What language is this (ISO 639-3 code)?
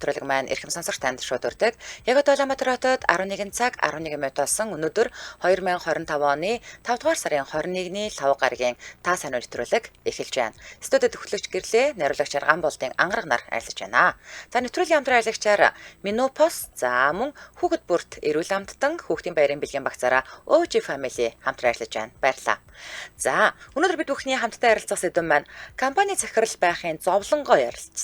mon